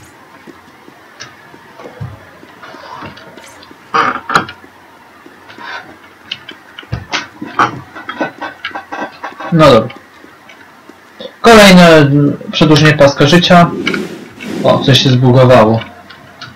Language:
Polish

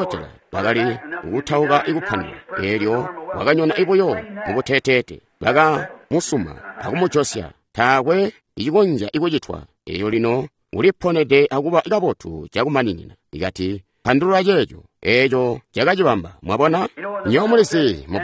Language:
Tonga (Zambia)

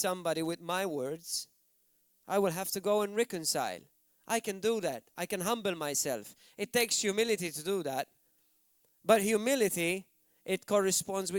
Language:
English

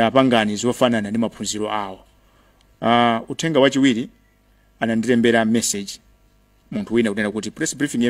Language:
Nyanja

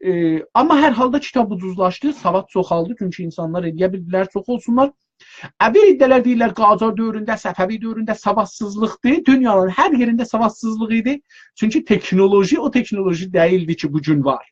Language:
South Azerbaijani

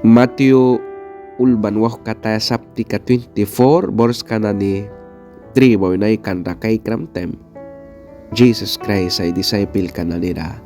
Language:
Mískito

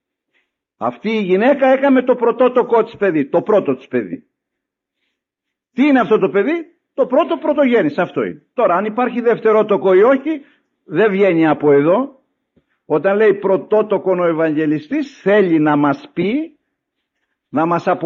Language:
Greek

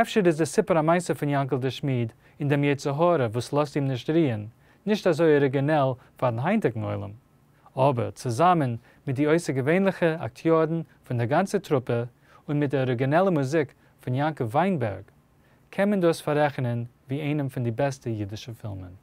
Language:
Yiddish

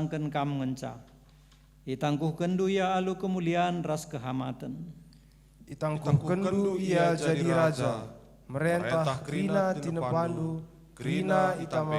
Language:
Batak Karo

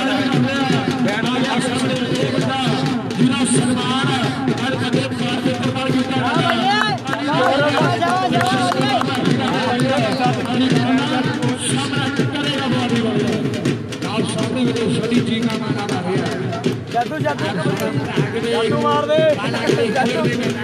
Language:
Punjabi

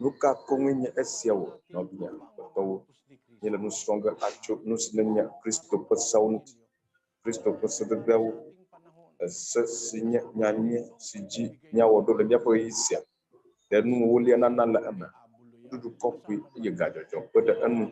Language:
Ewe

